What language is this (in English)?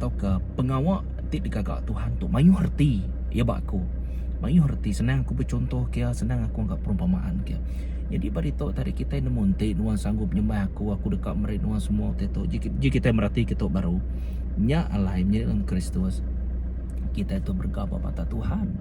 Iban